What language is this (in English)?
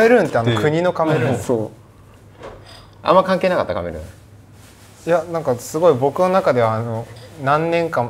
Japanese